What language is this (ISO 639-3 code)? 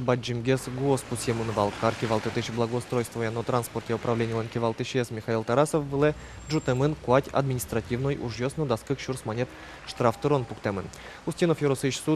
udm